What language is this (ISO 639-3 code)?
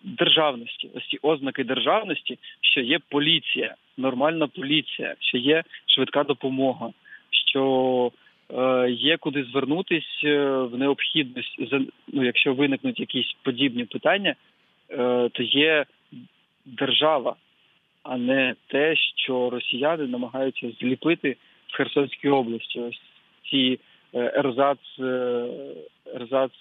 ukr